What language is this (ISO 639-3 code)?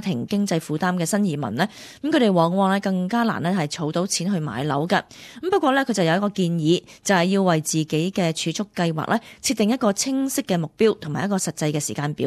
yue